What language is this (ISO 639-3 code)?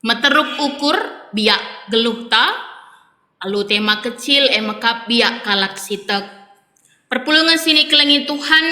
btx